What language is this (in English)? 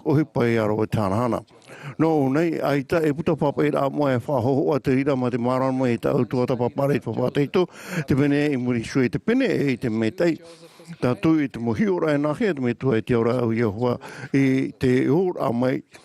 Tahitian